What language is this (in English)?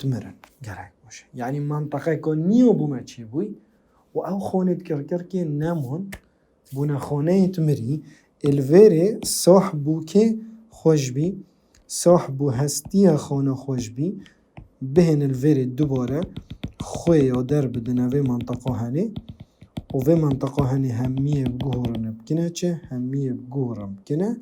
Kurdish